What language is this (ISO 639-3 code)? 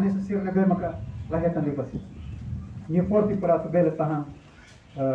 tet